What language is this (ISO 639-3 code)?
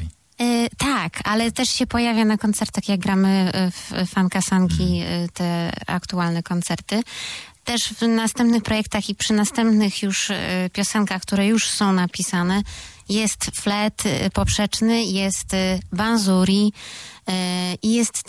pol